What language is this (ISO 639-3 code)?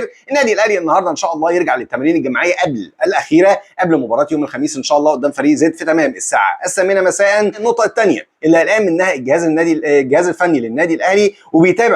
arz